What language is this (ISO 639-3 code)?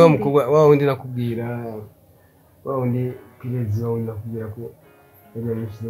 run